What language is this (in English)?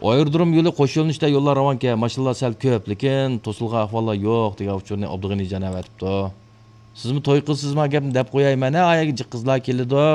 Uyghur